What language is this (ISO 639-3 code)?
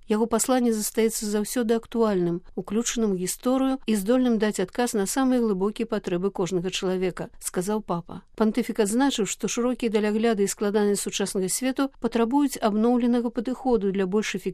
bel